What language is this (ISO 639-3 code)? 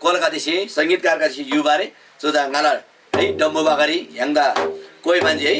taj